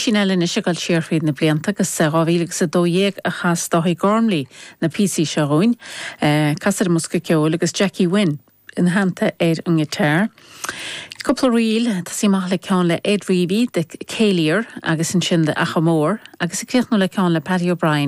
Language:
Irish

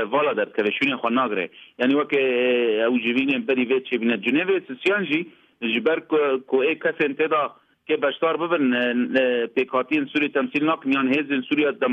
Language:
Kurdish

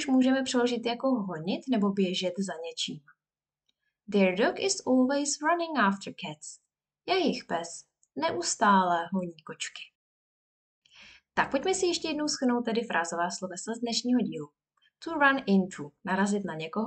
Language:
Czech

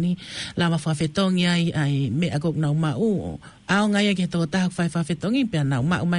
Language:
Tongan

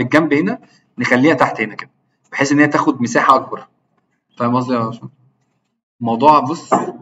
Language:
Egyptian Arabic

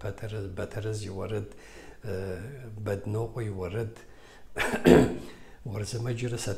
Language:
Kabardian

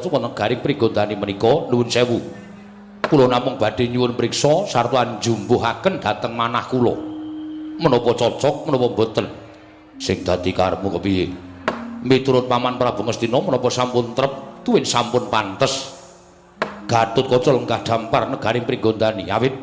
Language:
Javanese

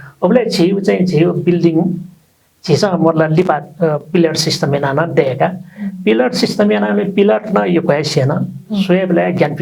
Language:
Newari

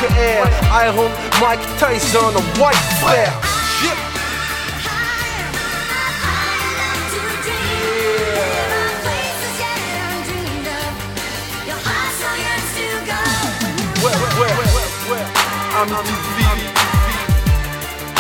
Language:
French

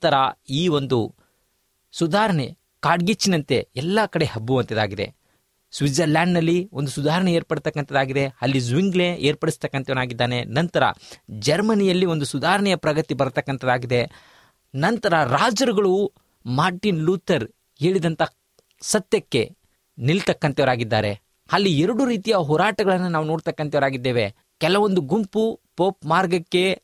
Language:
Kannada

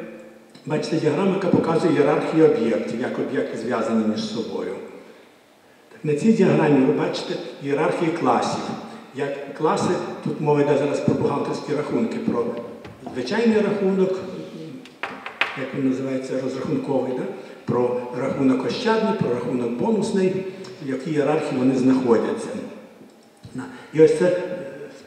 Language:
Ukrainian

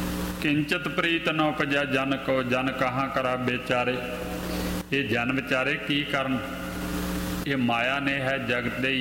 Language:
Punjabi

